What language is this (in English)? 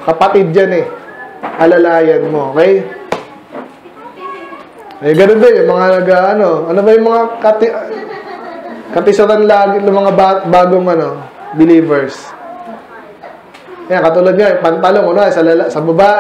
Filipino